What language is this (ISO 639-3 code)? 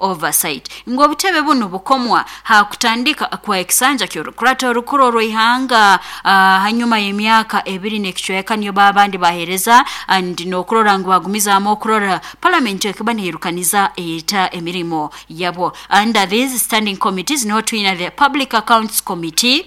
nyo